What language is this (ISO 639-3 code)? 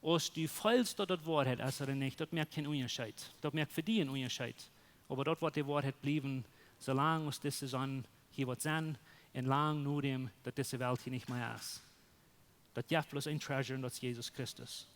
pdt